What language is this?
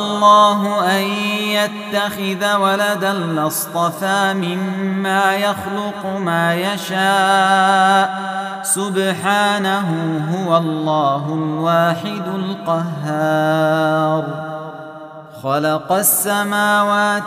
Arabic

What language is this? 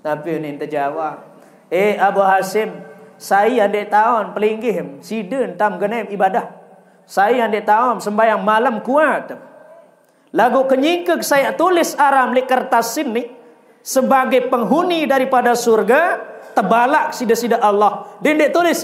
Sasak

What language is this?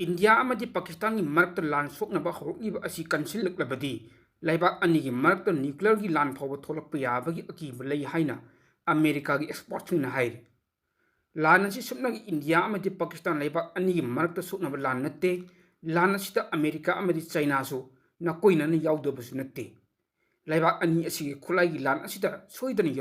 Manipuri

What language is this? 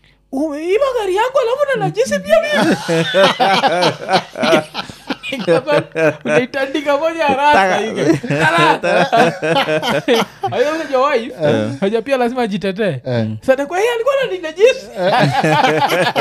Swahili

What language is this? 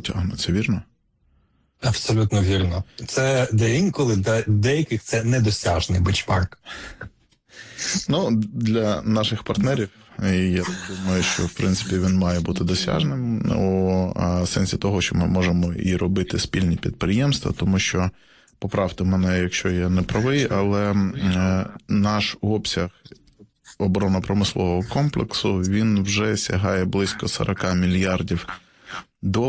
Ukrainian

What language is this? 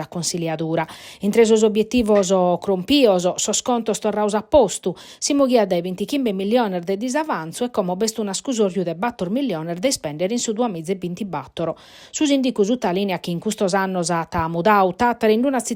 Sardinian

